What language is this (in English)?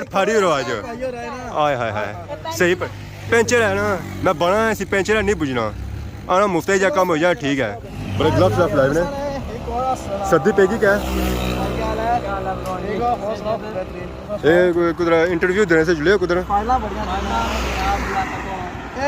Pahari-Potwari